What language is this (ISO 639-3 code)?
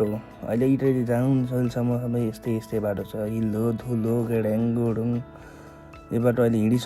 nep